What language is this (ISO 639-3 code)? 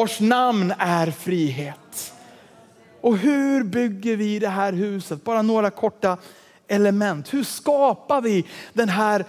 swe